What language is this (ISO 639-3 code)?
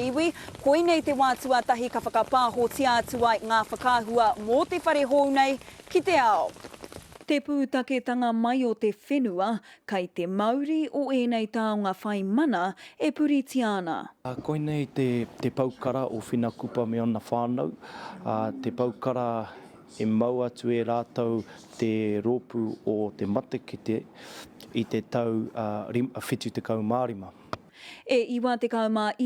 mri